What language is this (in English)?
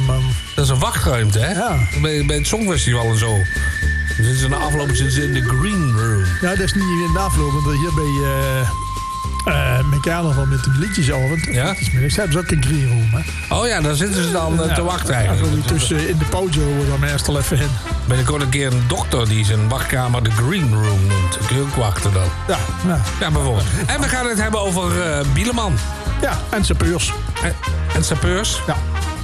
Dutch